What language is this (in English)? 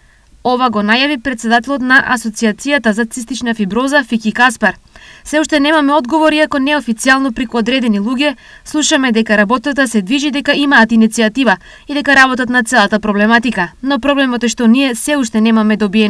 Macedonian